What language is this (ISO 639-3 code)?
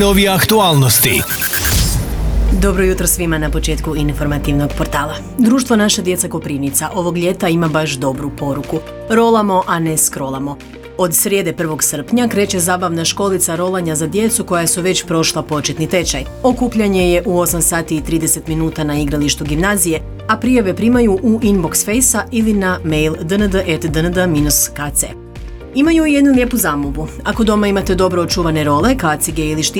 hrv